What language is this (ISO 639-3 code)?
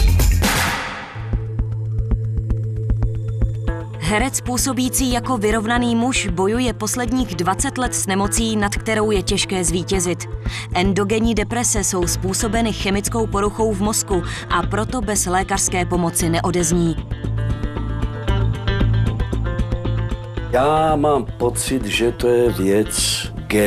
ces